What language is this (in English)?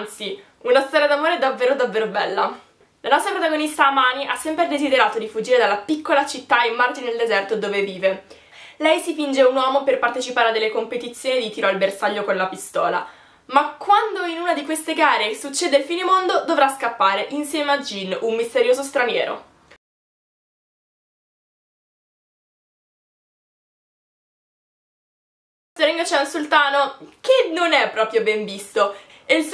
Italian